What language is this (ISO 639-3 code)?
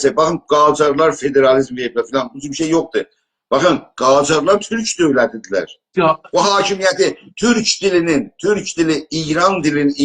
azb